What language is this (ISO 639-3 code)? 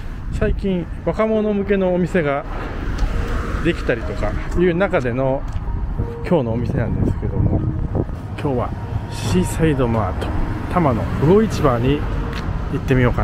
jpn